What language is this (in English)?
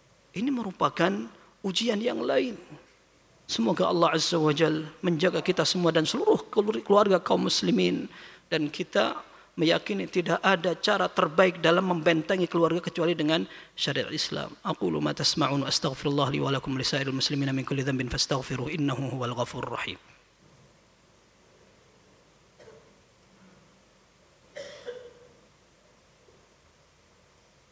Indonesian